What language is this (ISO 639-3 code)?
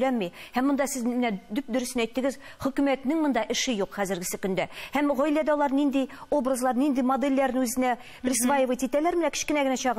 tat